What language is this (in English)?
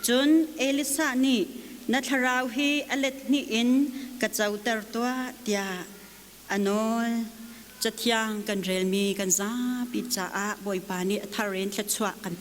Hakha Chin